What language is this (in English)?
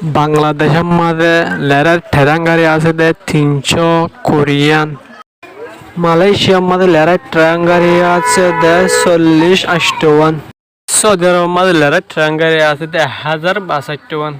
Rohingya